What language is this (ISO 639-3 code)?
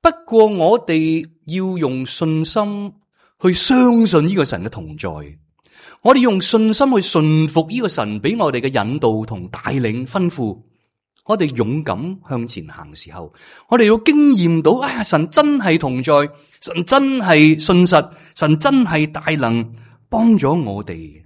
yue